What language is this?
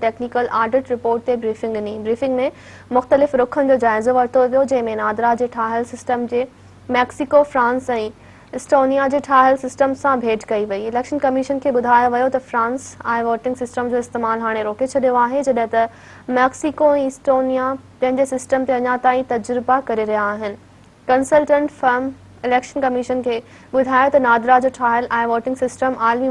Sindhi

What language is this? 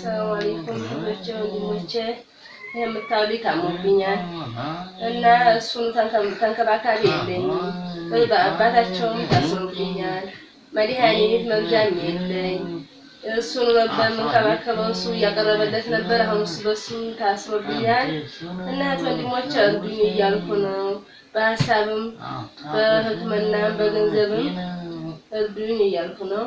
Amharic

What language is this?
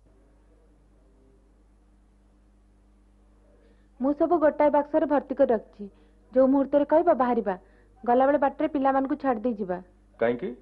Odia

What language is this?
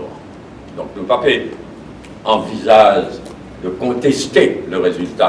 Morisyen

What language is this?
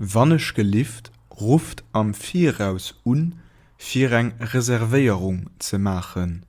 Luxembourgish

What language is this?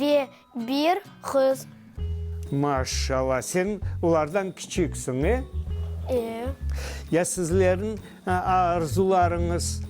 Crimean Tatar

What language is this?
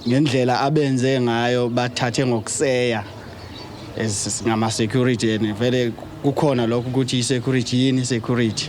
Zulu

